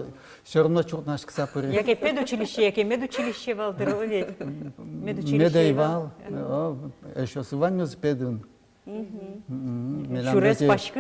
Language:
Udmurt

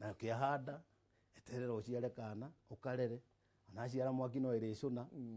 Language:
Kikuyu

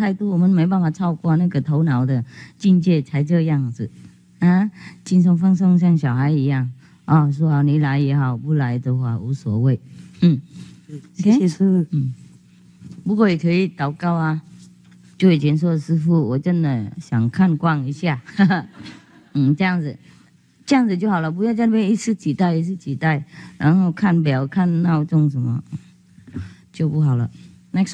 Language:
Chinese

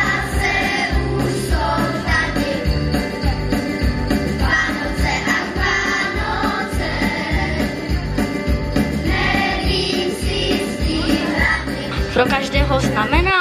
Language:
Czech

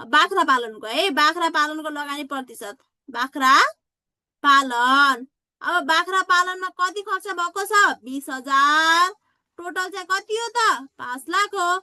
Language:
Nepali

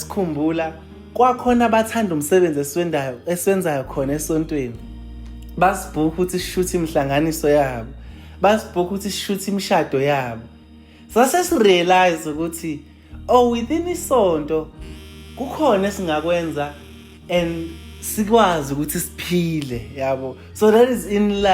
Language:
Zulu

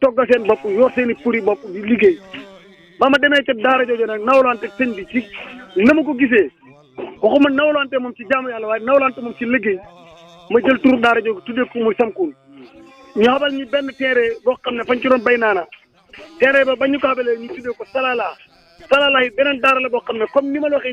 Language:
Wolof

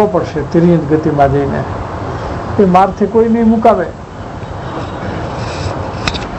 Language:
Gujarati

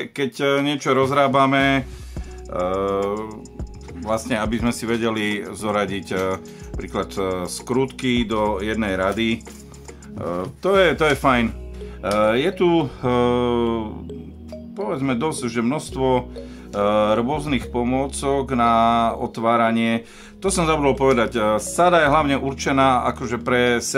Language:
Slovak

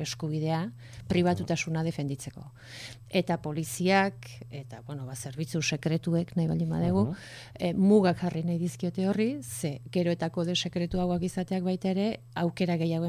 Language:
Basque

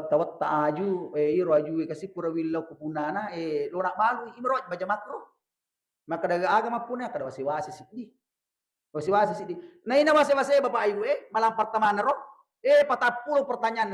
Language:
Buginese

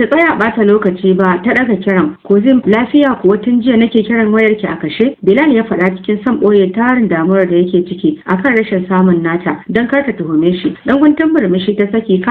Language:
Hausa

